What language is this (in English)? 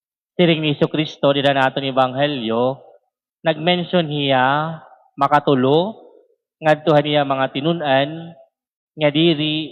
Waray